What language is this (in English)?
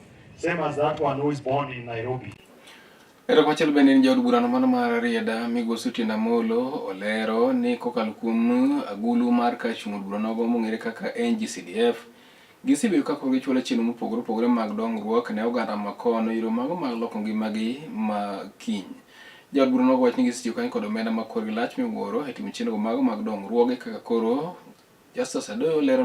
Luo (Kenya and Tanzania)